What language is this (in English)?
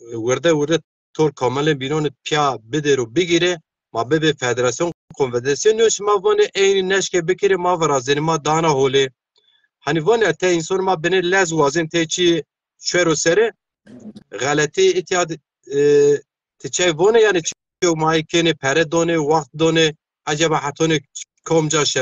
Zaza